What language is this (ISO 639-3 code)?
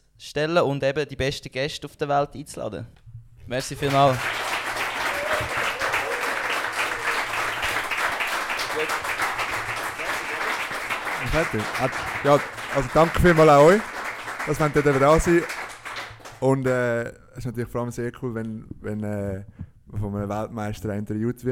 deu